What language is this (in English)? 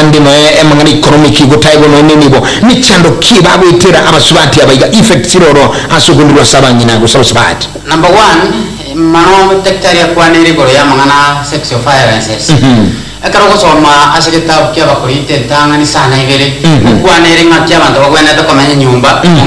Gusii